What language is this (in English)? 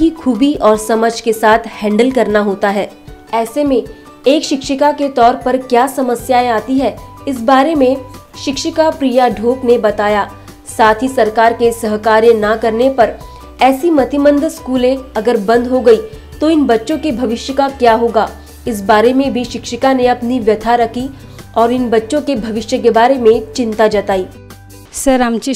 Marathi